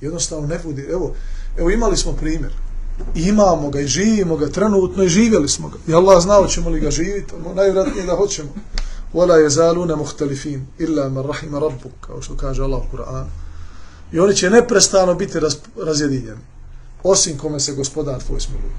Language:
Bosnian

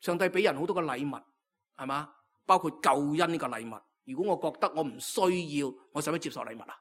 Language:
Cantonese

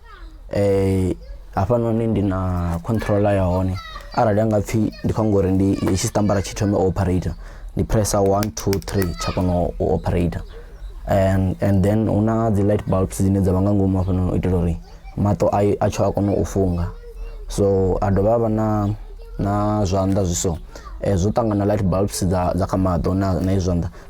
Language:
Venda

